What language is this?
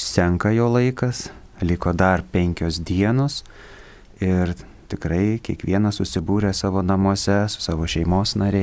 Lithuanian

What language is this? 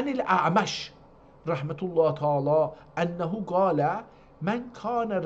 South Azerbaijani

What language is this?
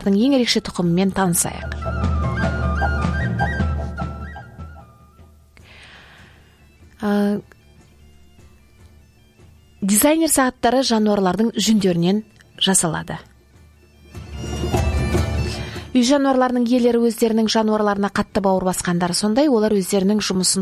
Kazakh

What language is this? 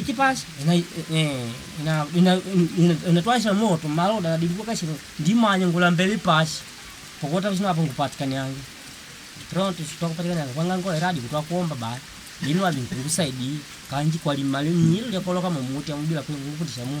Makonde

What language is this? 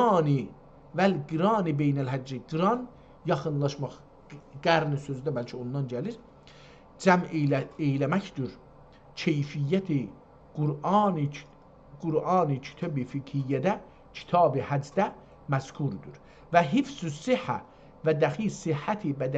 South Azerbaijani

